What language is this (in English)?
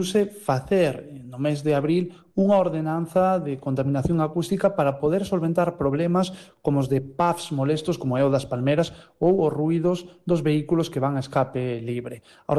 Galician